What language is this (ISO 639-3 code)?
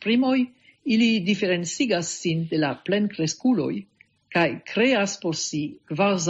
epo